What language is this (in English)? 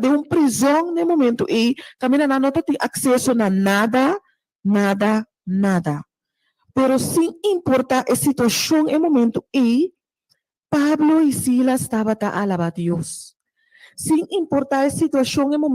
Papiamento